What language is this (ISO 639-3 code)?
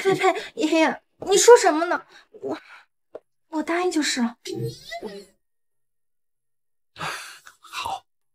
zho